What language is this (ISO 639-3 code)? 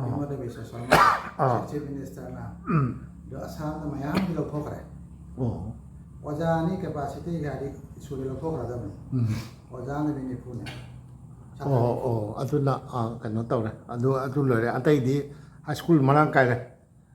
mni